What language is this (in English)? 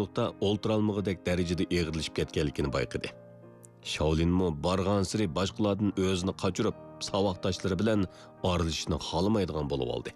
Uyghur